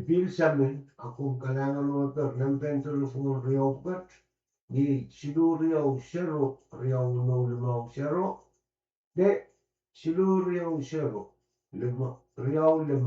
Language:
Pohnpeian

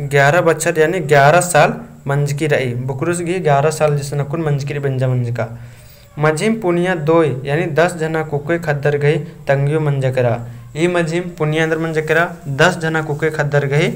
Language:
Kurukh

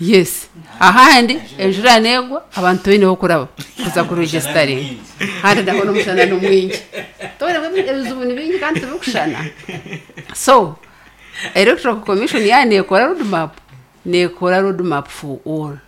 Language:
Nyankole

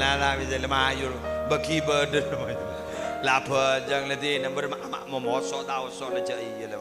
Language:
Madurese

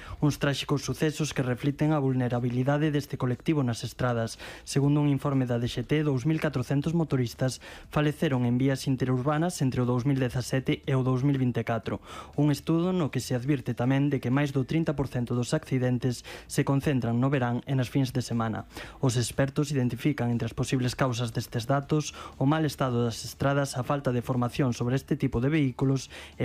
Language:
Galician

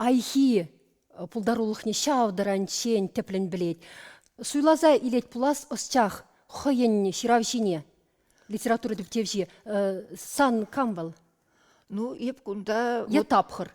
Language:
Chuvash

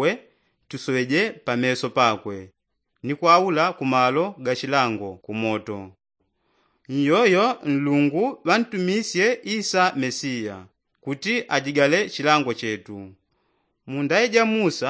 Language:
Yao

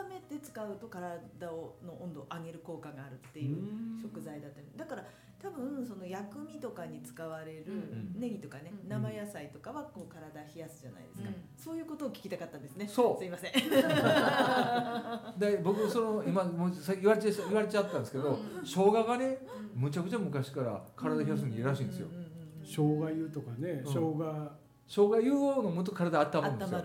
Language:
Japanese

